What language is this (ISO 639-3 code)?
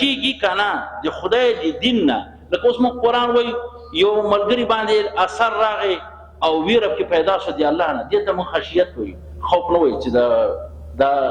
pus